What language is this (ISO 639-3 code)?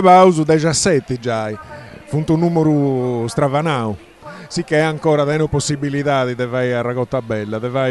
srd